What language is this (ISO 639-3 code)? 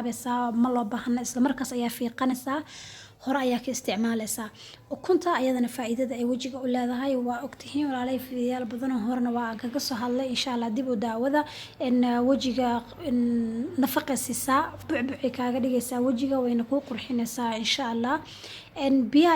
som